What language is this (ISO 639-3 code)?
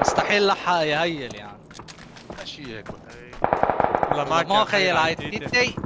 apc